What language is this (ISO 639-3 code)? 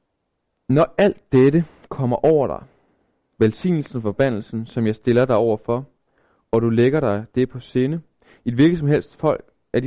dan